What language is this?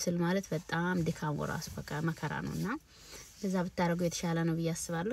Amharic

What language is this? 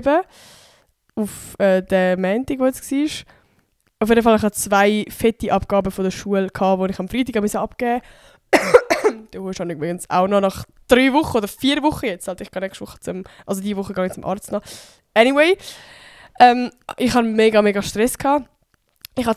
Swiss German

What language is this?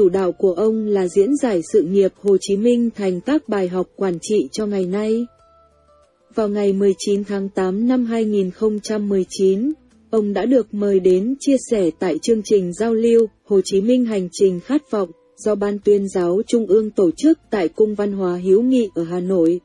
Vietnamese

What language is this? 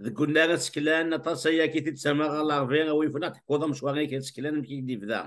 Kabyle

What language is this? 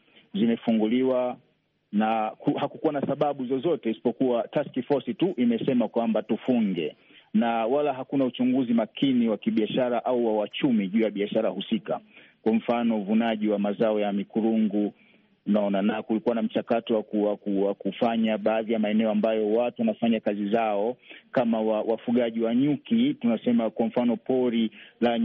Swahili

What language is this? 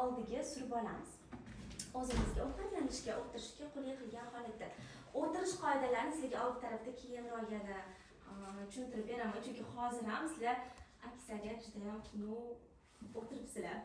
Uzbek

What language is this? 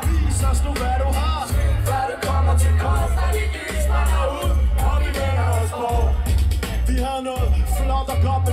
Danish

